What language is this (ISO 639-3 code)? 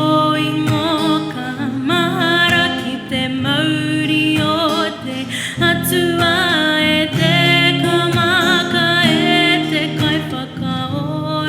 mri